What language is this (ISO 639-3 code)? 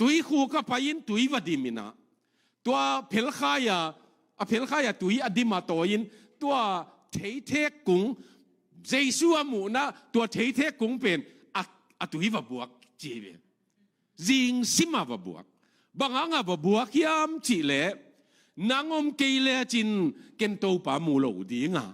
ctd